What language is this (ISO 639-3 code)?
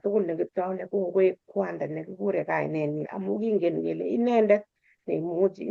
kln